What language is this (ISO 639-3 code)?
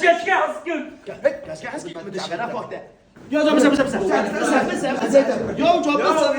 kur